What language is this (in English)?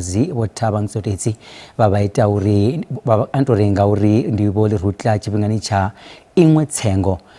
Venda